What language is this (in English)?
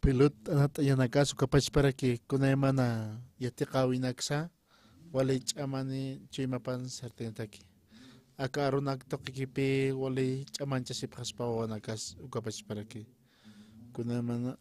Aymara